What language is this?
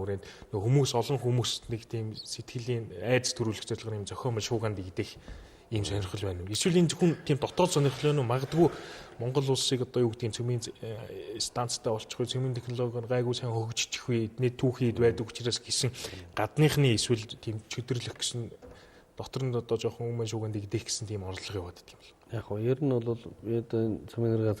Mongolian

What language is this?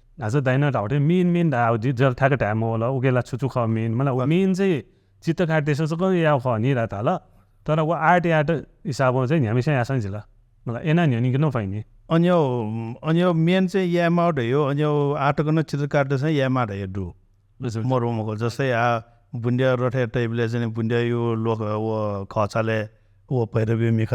Newari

